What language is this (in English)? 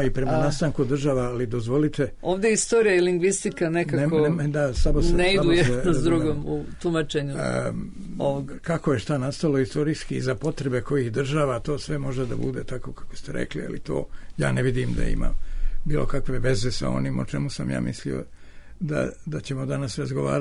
Serbian